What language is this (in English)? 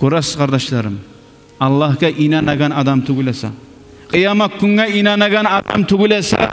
Kumyk